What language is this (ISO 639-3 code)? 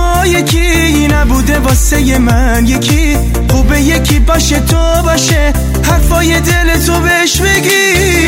fas